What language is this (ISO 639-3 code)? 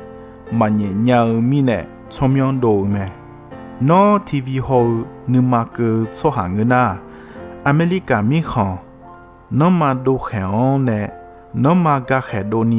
ahk